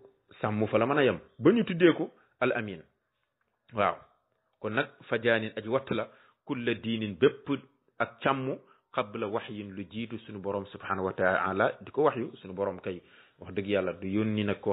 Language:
Wolof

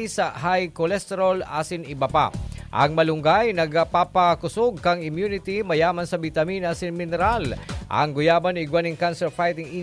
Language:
Bikol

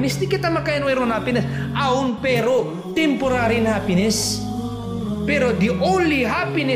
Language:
Tausug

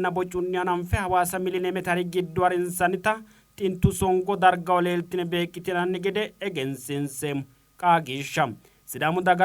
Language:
Sidamo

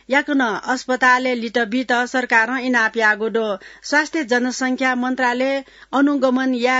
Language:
Newari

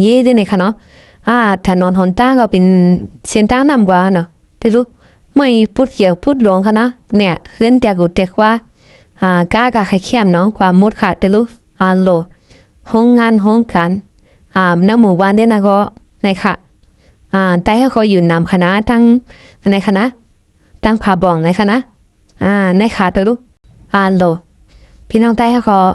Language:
Shan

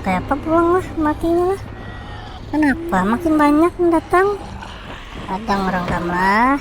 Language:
Banjar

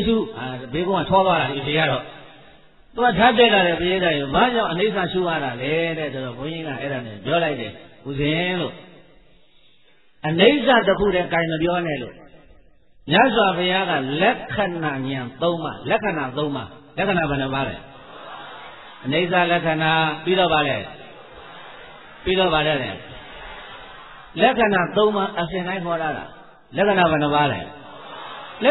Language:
Burmese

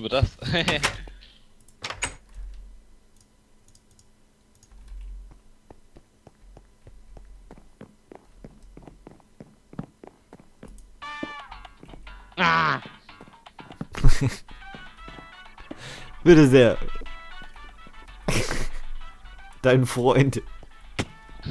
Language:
German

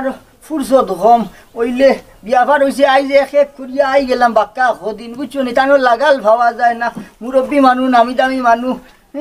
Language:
Sylheti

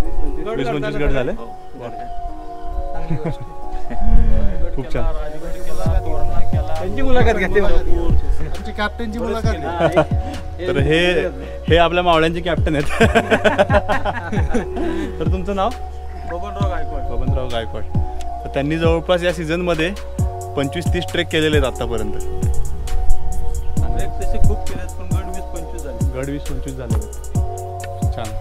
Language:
Marathi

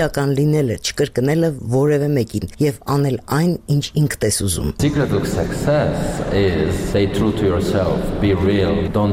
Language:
Armenian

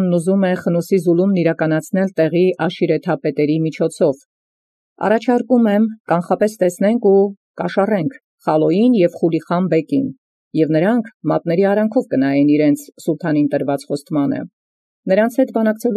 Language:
Armenian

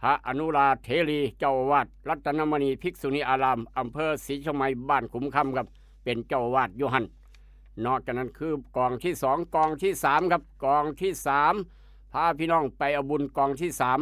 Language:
Northeastern Thai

